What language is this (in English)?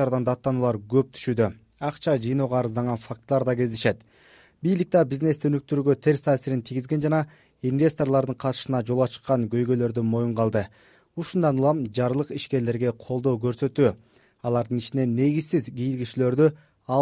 Kyrgyz